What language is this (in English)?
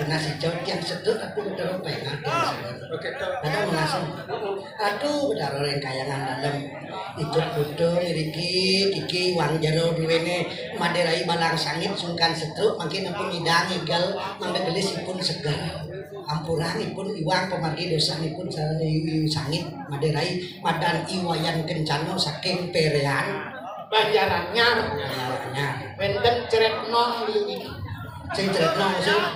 Balinese